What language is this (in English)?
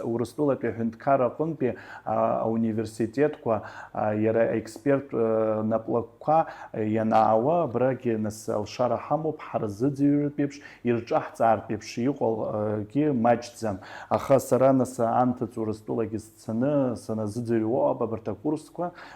Abkhazian